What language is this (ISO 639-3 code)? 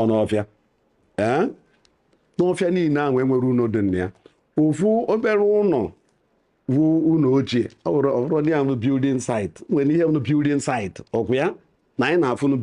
ibo